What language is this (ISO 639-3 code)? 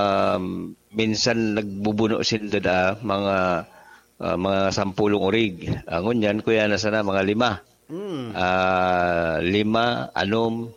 bik